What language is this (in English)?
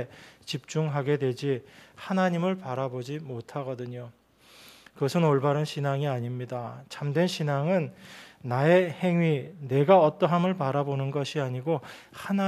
Korean